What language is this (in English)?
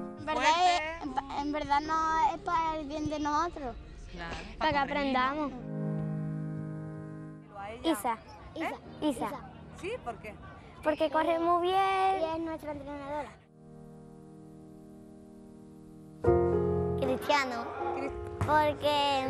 Spanish